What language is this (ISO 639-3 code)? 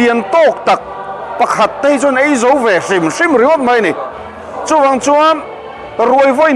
lus